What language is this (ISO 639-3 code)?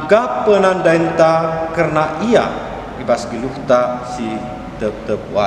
btx